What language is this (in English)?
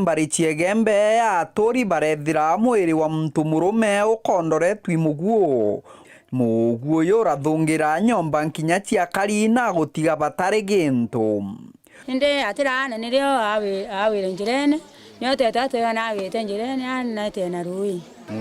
Meru